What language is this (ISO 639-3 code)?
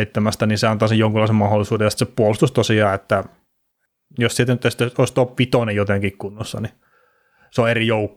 fin